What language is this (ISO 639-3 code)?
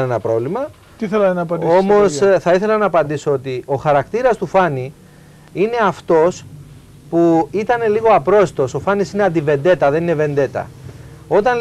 ell